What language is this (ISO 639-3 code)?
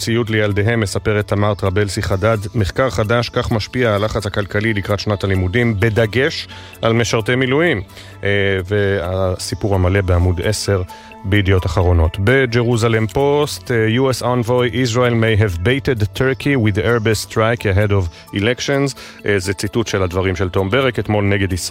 heb